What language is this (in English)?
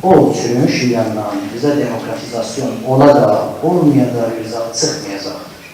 South Azerbaijani